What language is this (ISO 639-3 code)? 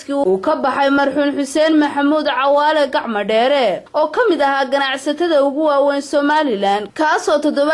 som